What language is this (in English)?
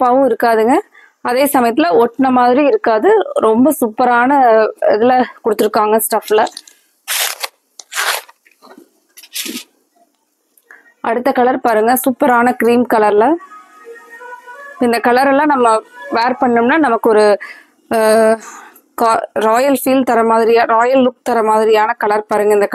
Tamil